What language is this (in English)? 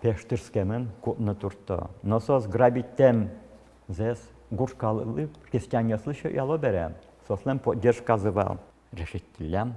Udmurt